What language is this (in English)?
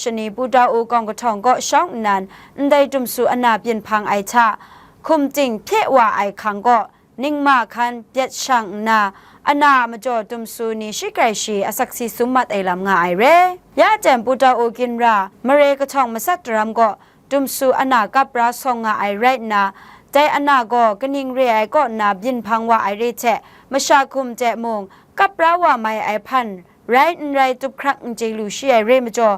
Kachin